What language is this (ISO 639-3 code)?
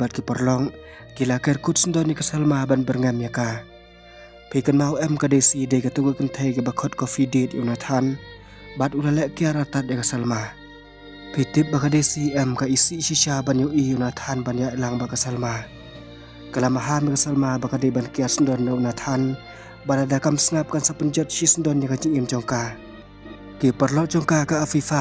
kha